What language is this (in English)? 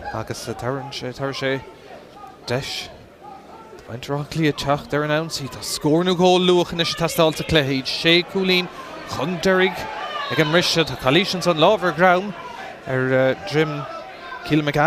Irish